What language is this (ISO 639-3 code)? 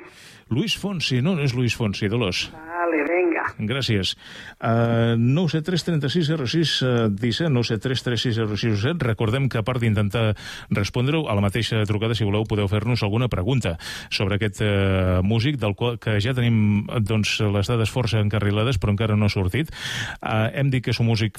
cat